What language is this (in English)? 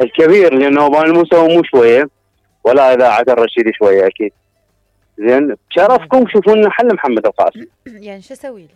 Mesopotamian Arabic